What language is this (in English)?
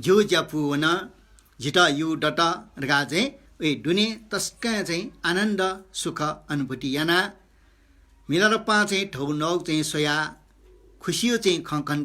Newari